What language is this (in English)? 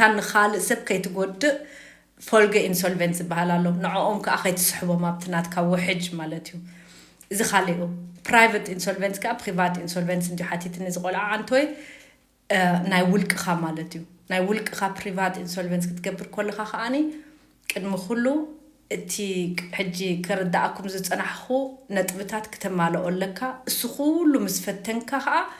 Tigrinya